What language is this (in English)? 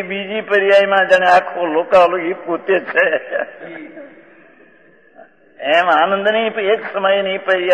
Gujarati